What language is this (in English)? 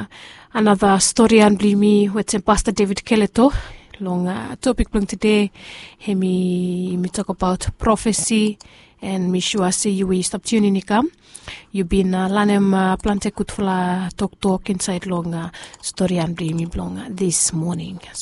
Bislama